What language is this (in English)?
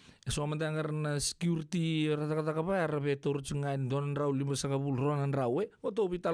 Fijian